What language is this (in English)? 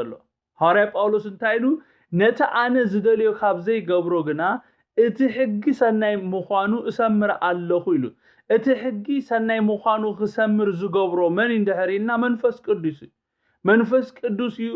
Tigrinya